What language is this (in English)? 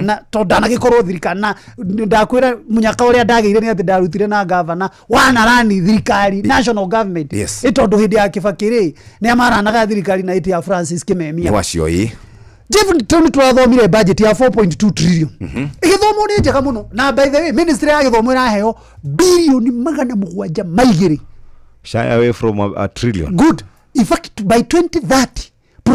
Kikuyu